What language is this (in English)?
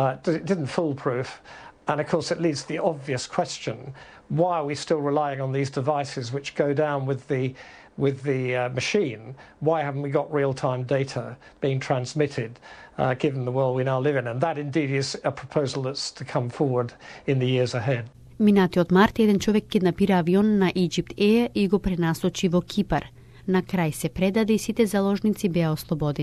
Macedonian